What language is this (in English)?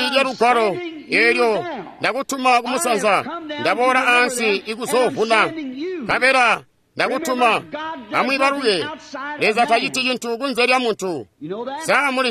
Tonga (Zambia)